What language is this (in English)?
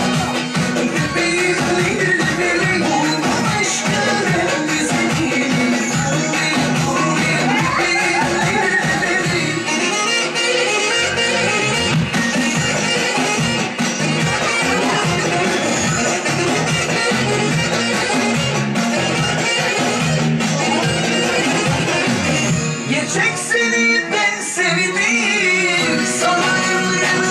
Turkish